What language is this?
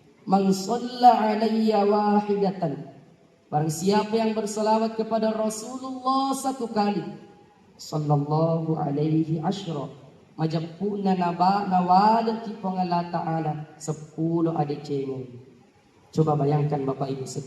Buginese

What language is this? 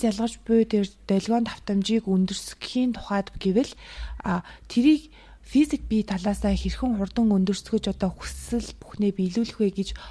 Mongolian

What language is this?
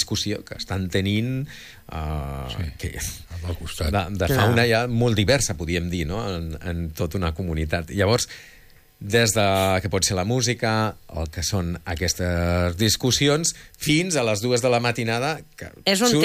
Catalan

